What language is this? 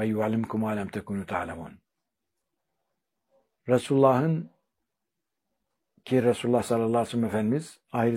Turkish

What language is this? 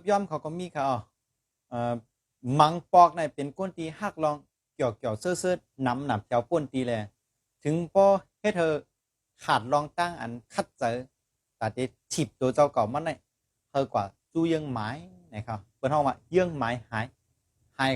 Shan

